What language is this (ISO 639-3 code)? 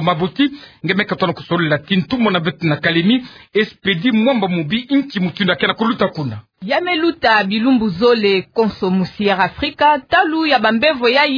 ktu